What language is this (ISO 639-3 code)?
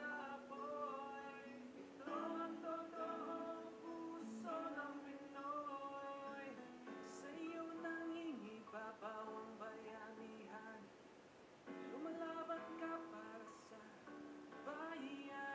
fil